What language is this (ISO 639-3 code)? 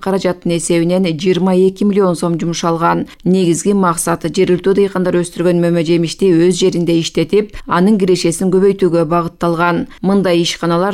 kir